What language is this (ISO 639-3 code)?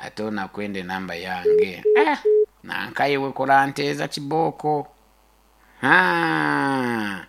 nyo